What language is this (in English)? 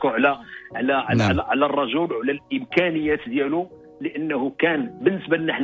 Moroccan Arabic